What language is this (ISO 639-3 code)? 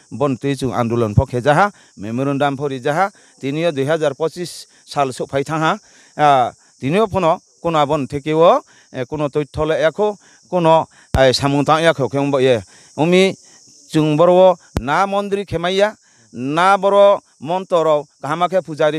ria